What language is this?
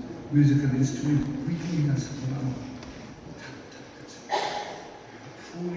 Hakha Chin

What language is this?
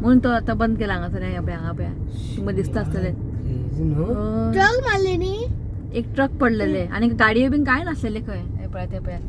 Konkani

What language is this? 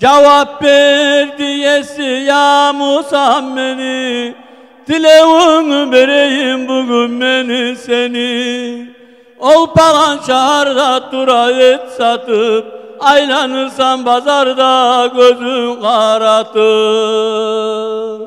Kumyk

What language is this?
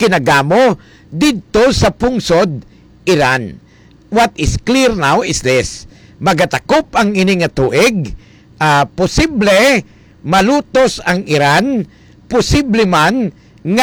Hiligaynon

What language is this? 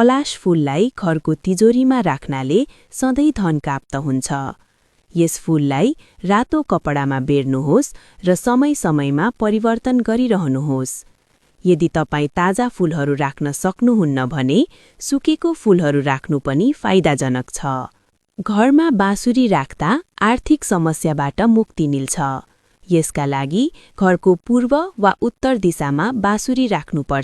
Nepali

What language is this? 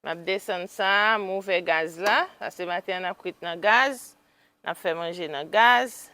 Haitian Creole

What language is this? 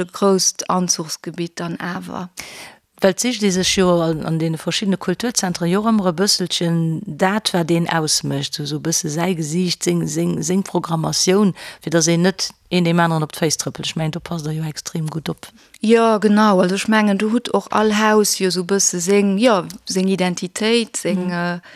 Luxembourgish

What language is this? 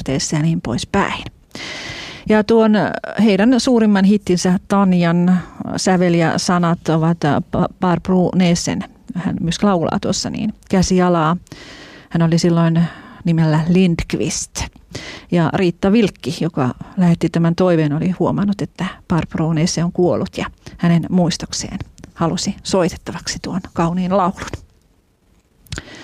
Finnish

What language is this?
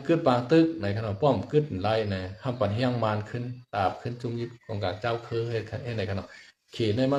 Shan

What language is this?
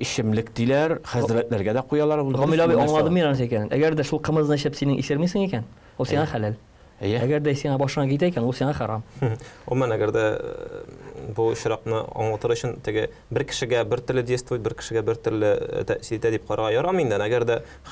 Tatar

